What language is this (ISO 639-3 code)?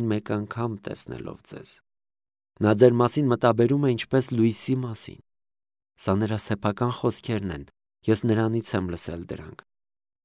hye